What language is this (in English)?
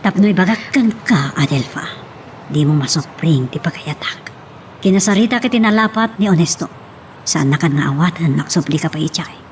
Iloko